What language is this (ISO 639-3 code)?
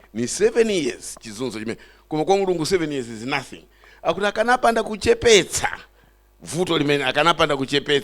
nya